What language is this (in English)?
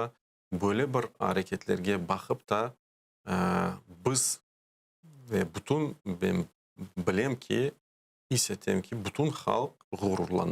Crimean Tatar